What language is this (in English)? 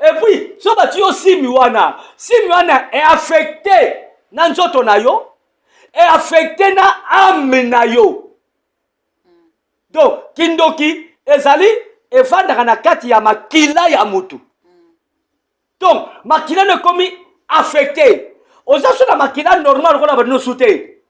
Lingala